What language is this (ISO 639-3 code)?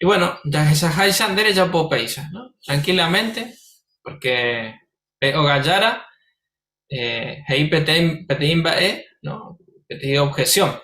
grn